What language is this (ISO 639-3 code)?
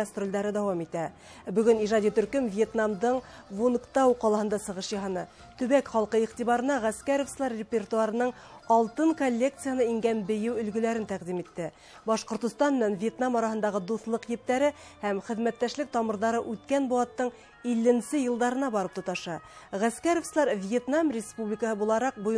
bak